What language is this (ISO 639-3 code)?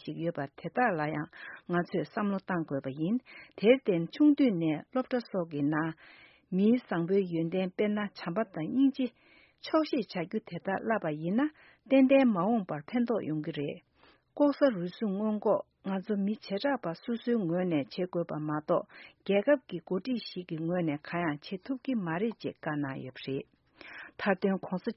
bod